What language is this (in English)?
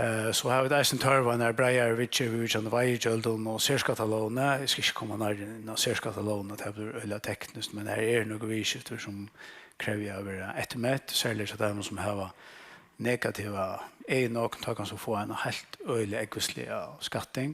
Faroese